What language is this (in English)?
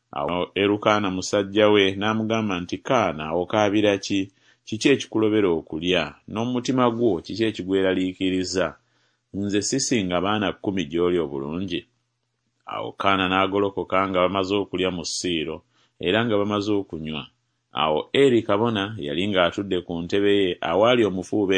Ganda